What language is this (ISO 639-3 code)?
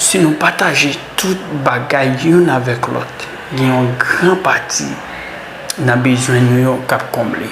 hat